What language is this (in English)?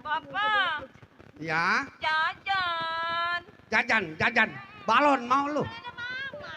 Betawi